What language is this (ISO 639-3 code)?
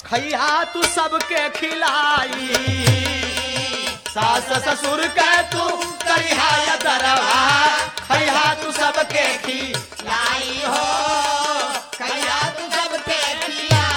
bho